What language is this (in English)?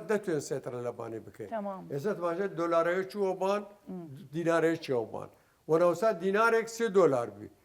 Southern Kurdish